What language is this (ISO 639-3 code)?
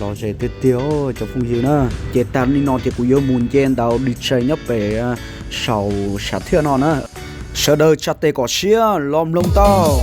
hmn